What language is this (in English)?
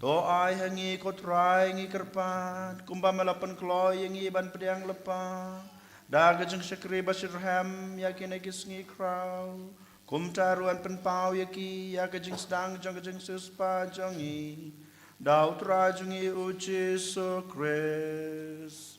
Khasi